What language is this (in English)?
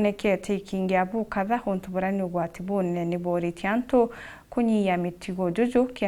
Meru